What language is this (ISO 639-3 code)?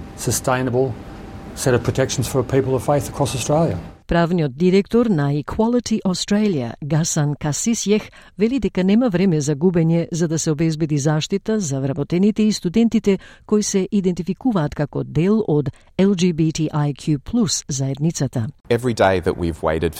mkd